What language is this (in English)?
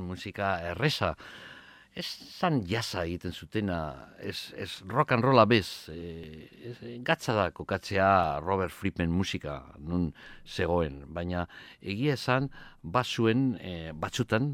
Basque